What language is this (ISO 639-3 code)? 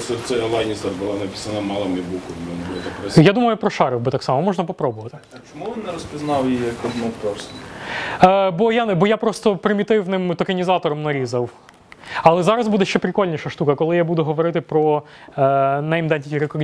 ukr